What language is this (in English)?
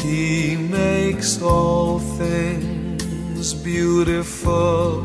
Nyanja